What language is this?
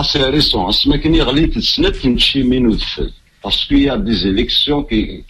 Kabyle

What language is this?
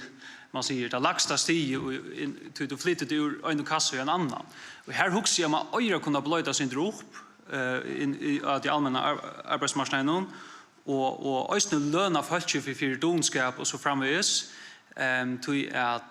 Faroese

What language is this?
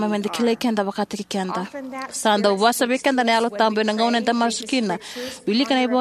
Fijian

